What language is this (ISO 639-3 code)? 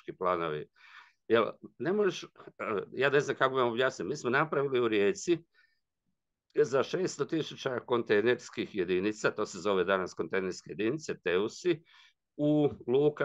hrv